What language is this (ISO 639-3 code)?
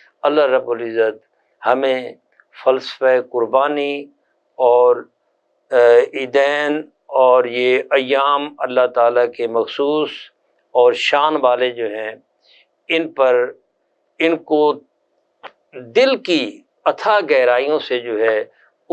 urd